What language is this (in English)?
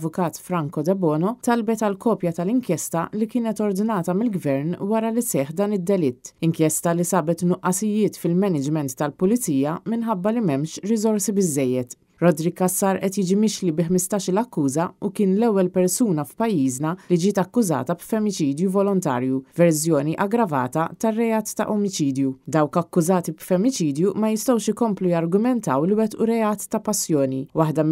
Maltese